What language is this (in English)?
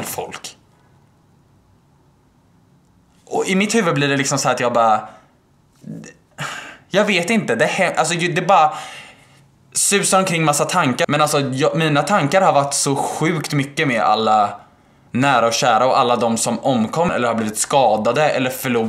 Swedish